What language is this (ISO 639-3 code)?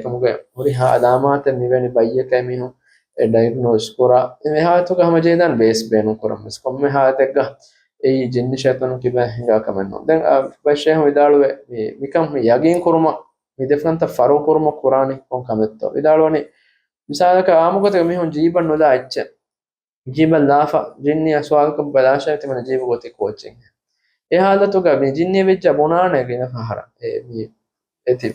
div